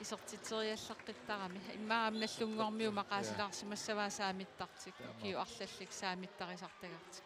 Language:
Kalaallisut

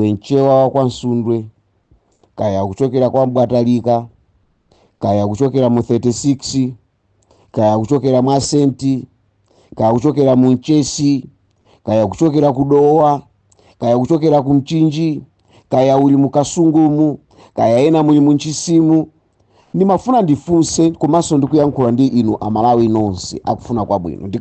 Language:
Nyanja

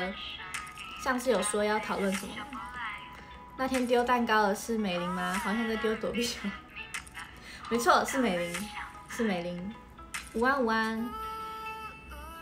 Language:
Chinese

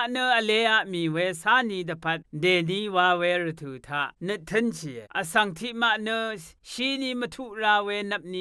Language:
Rawang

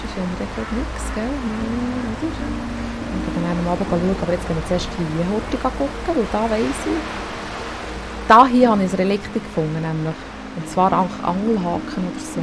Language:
Swiss German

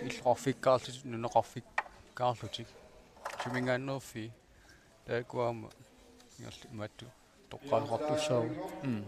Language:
Kalaallisut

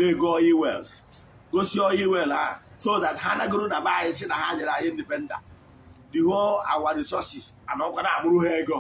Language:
Igbo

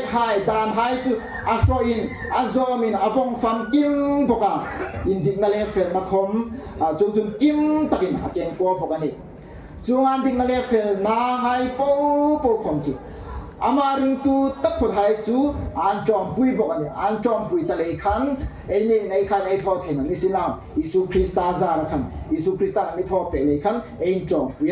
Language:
Hmar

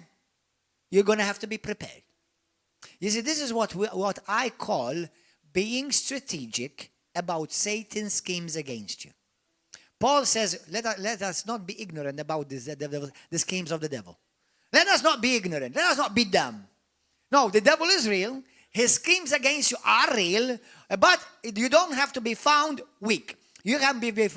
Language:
English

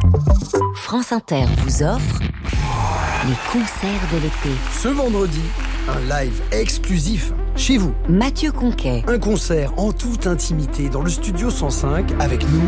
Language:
French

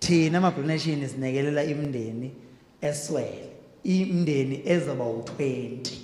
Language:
Zulu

